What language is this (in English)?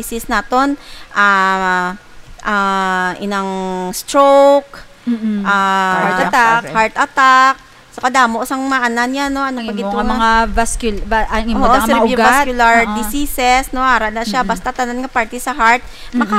Hiligaynon